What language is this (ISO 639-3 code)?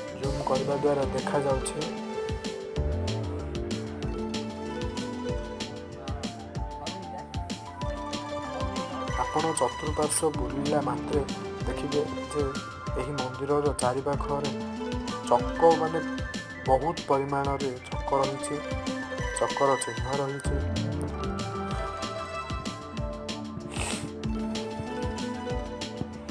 ori